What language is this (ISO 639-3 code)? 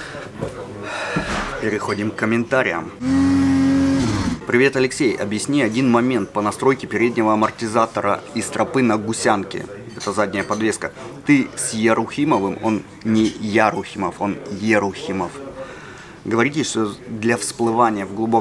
rus